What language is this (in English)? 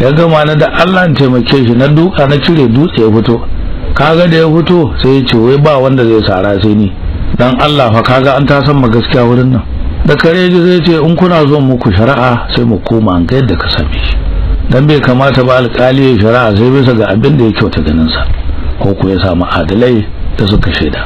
Hausa